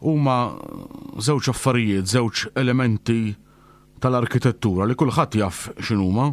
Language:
Maltese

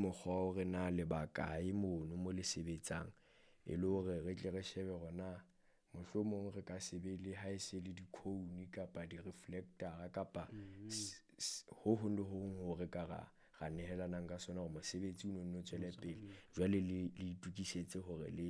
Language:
Southern Sotho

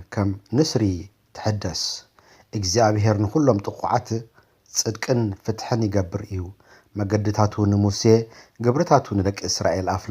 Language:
Tigrinya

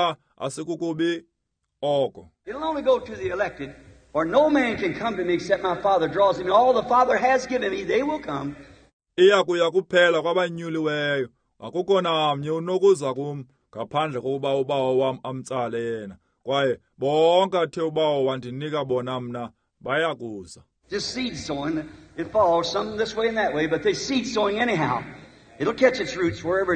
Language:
Xhosa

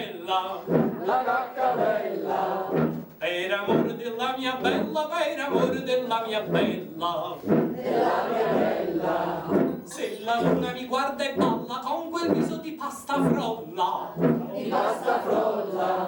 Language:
Neapolitan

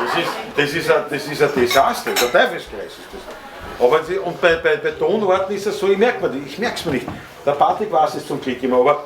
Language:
Bavarian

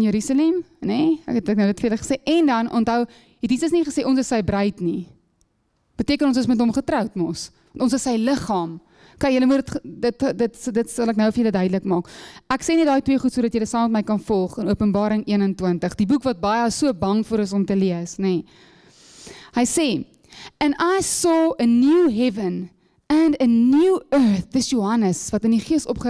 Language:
Afrikaans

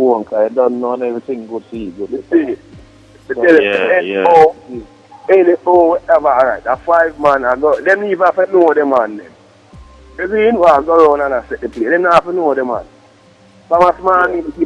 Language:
Jamaican Creole English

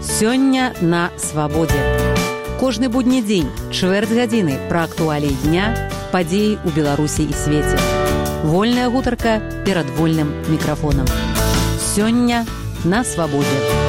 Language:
Belarusian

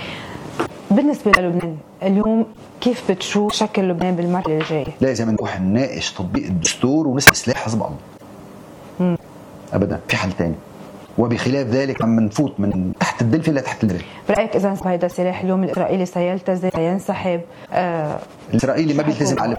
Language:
North Levantine Arabic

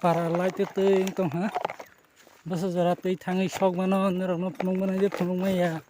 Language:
Kok Borok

